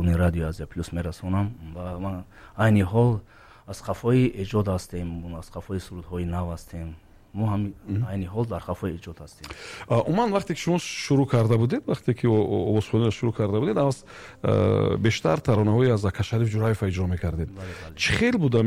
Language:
Tajik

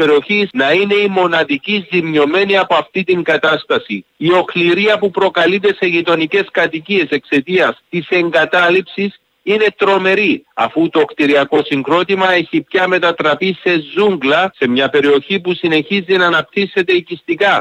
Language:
Greek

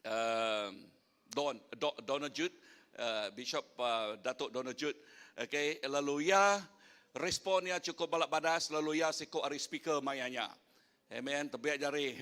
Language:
Iban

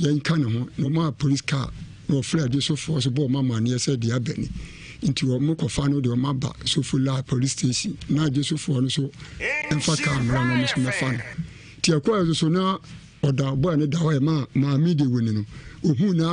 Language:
Akan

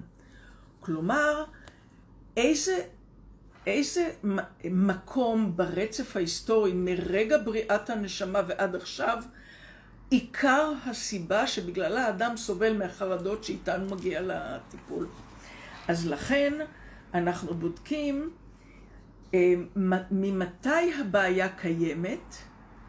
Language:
Hebrew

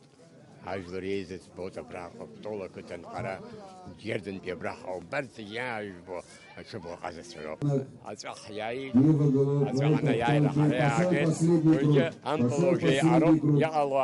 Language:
Abkhazian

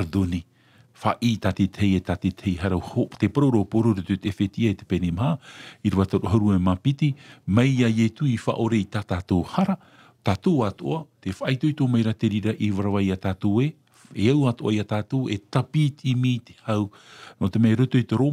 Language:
Tahitian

